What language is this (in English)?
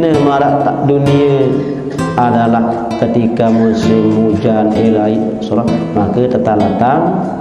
Sasak